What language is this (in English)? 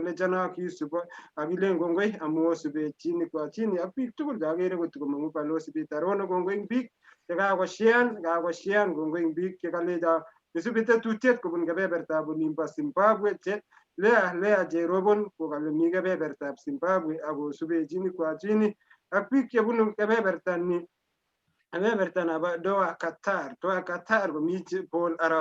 Kalenjin